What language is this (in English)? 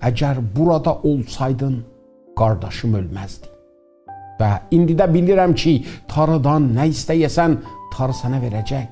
South Azerbaijani